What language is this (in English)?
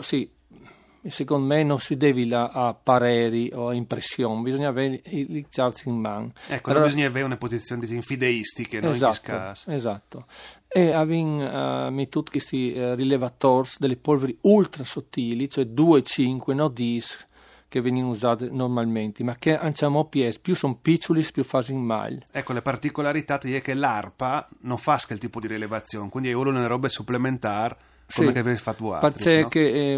Friulian